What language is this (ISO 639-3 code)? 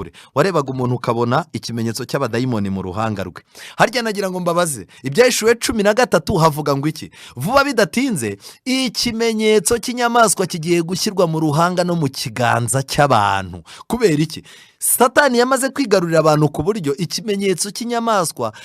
kin